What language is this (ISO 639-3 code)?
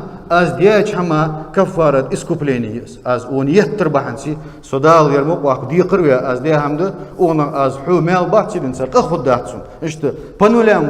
inh